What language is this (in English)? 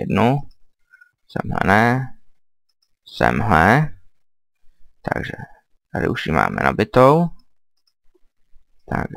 Czech